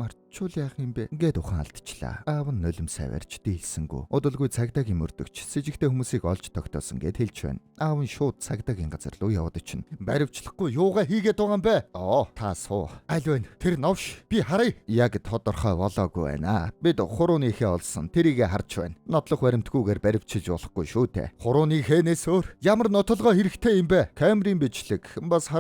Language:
Mongolian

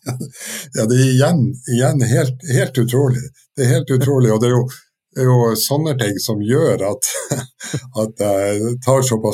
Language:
Norwegian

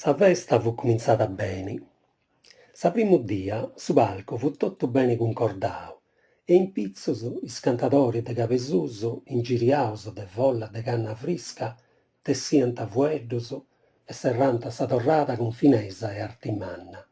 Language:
Sardinian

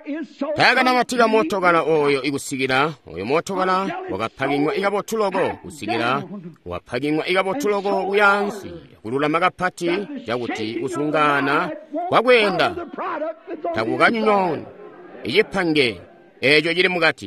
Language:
Tonga (Zambia)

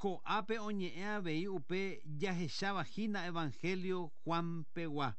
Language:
Guarani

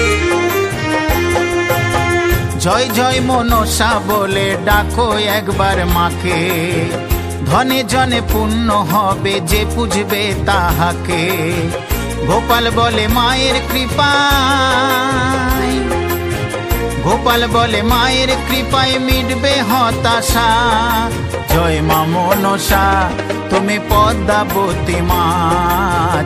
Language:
Bangla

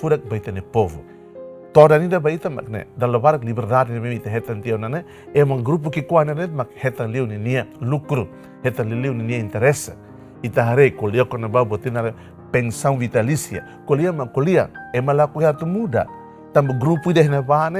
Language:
Tetum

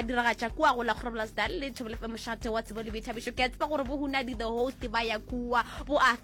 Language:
Northern Sotho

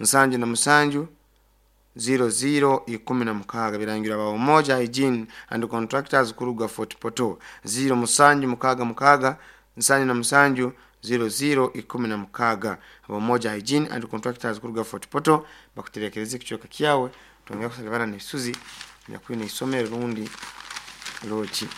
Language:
Nyoro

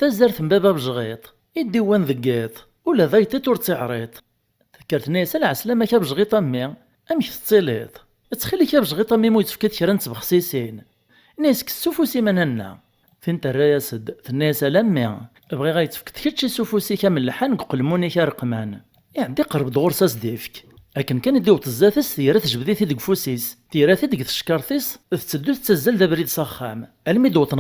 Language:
Kabyle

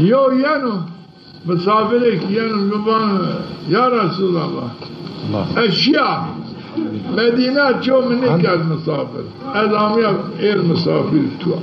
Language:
Zaza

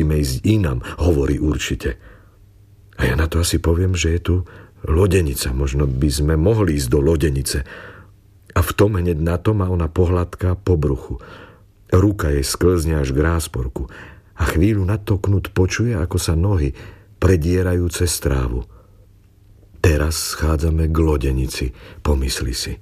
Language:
Slovak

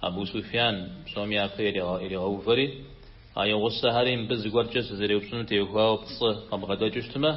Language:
Kabardian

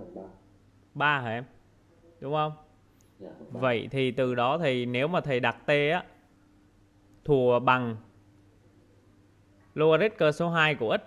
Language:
Vietnamese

